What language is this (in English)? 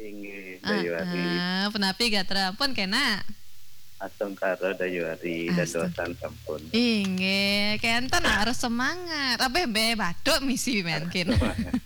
Balinese